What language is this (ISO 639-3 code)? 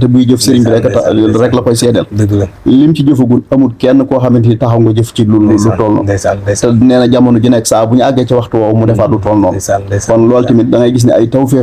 wol